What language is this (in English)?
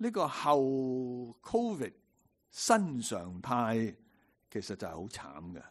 Cantonese